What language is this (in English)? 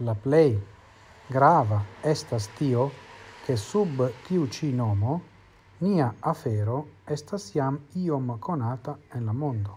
Esperanto